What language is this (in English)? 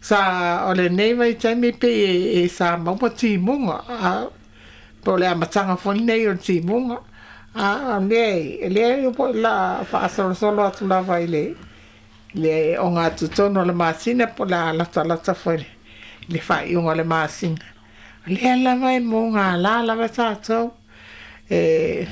Samoan